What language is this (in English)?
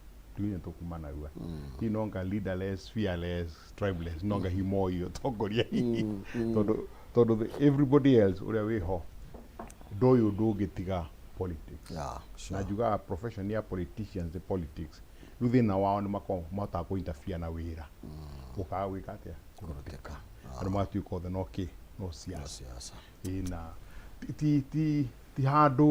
Kikuyu